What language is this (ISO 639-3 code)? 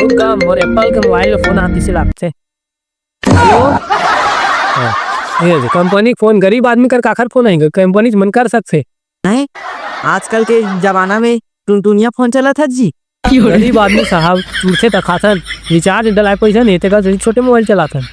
hne